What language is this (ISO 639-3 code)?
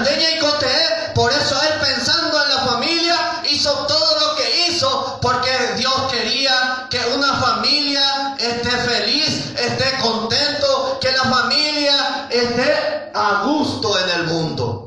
grn